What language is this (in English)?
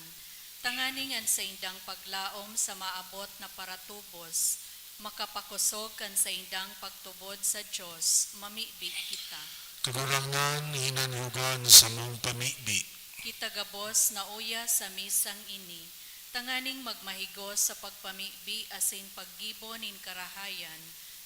Bikol